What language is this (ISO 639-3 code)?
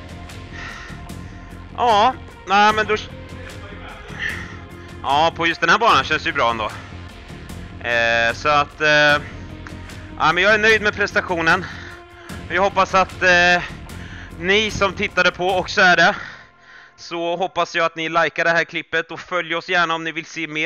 swe